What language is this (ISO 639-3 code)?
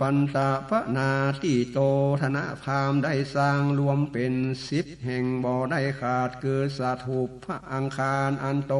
nod